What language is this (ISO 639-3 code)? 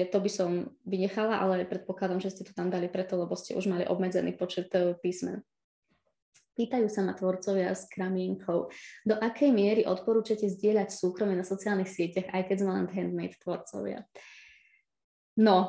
slk